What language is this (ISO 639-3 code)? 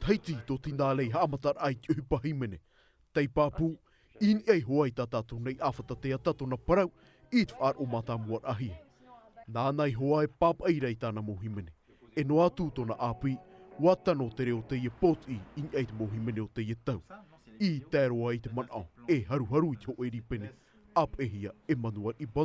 tah